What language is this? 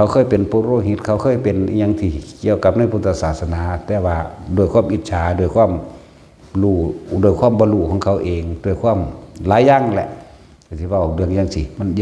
Northeastern Thai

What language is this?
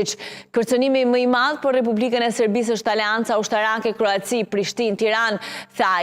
Albanian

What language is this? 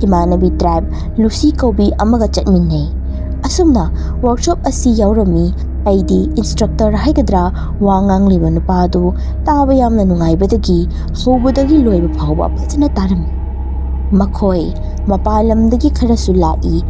Manipuri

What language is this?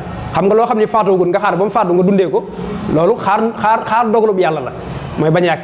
Wolof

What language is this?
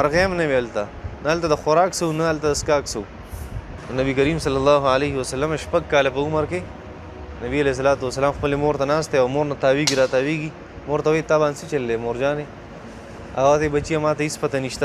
Pashto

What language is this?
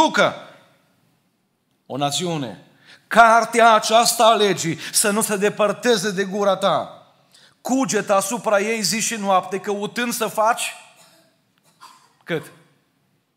Romanian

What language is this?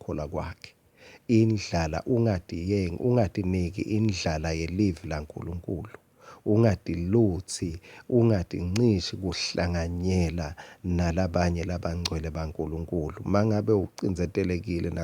Swati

